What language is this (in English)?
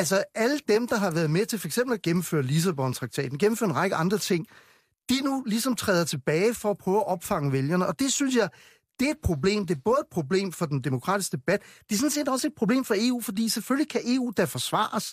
Danish